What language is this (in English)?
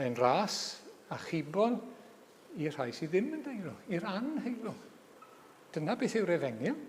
Welsh